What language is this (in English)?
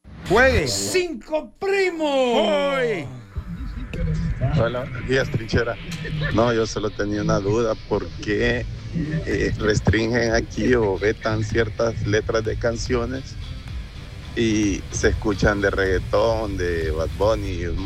Spanish